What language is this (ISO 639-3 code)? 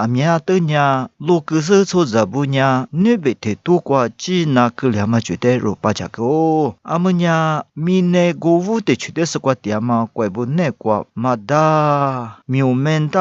lis